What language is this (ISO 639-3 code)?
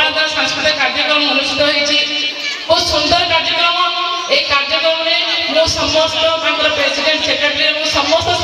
ori